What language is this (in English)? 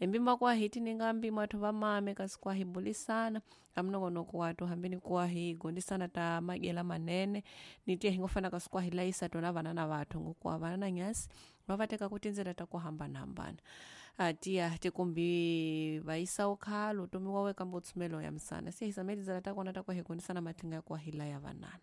Tsonga